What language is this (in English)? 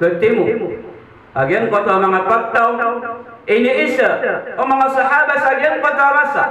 Maranao